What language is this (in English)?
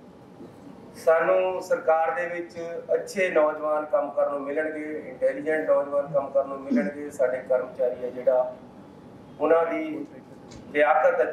Punjabi